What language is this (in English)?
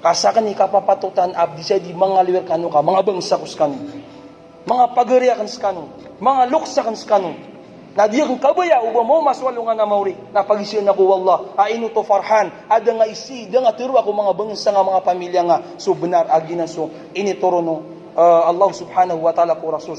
Maranao